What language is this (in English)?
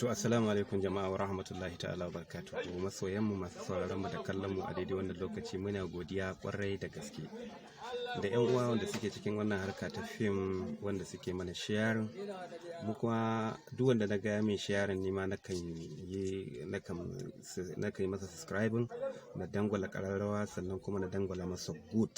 Hausa